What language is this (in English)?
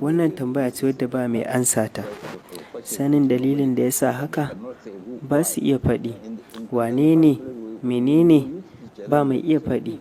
Hausa